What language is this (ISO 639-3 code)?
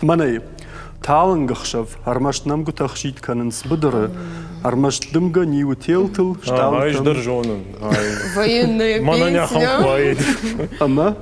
oss